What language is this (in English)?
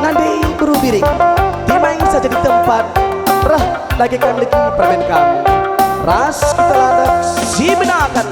Batak Karo